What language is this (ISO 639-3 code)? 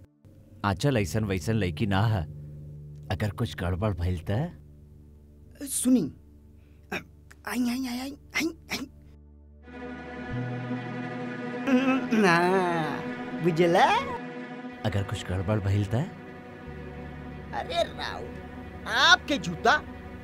bho